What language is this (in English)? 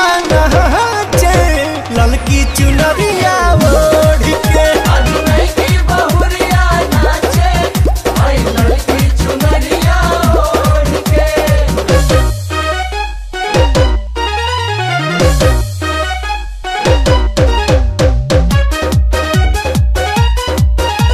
Bhojpuri